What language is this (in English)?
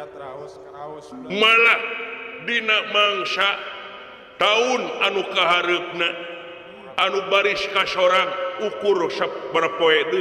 Sundanese